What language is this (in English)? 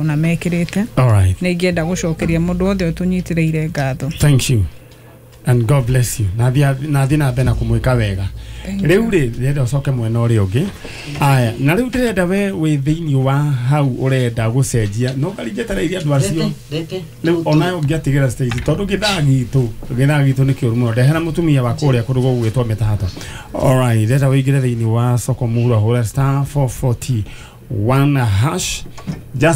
Kikuyu